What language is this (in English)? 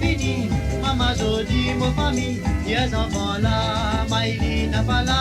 Morisyen